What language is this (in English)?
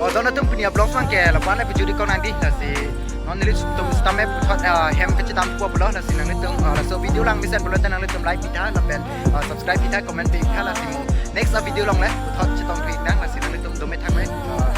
Karbi